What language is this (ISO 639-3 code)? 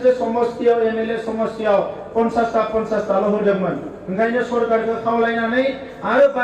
brx